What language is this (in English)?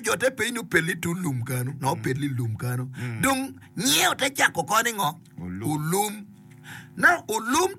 Acoli